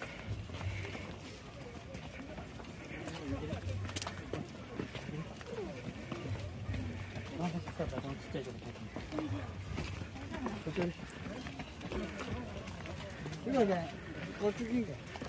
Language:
Japanese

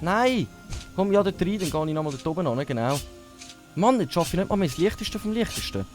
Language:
Swiss German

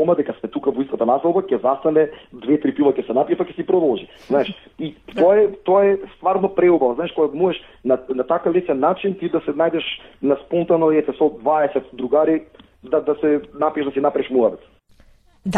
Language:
Macedonian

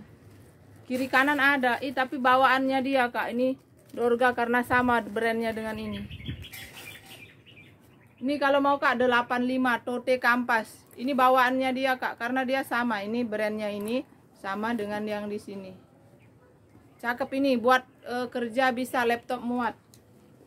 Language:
Indonesian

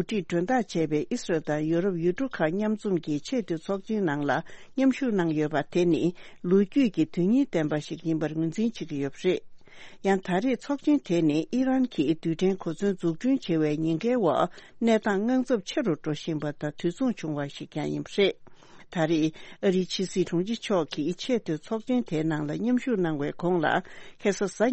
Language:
Tibetan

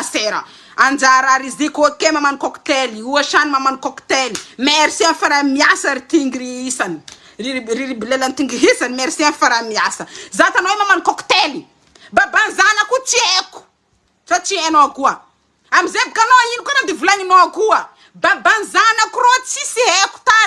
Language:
Malagasy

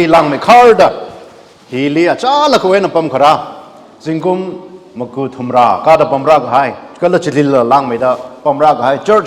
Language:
Tangkhul Naga (India)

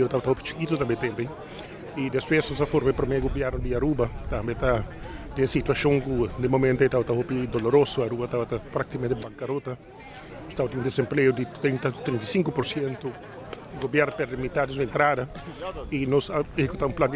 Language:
Papiamento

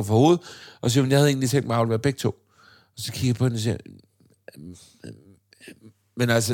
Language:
Danish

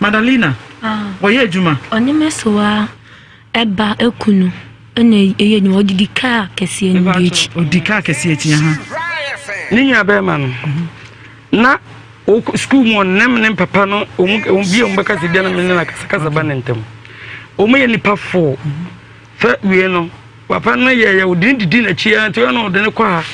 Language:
Akan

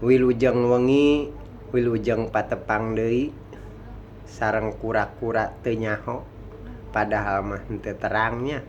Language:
Sundanese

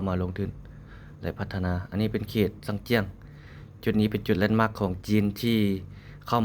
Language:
Lao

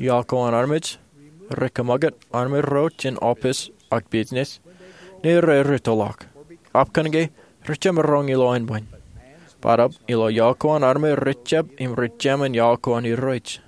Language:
Marshallese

